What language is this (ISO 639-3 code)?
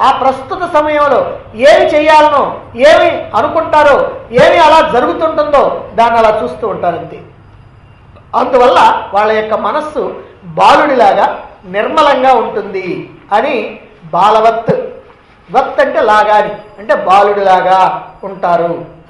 tel